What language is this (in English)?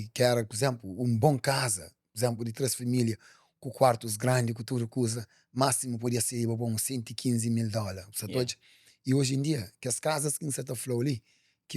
Kabuverdianu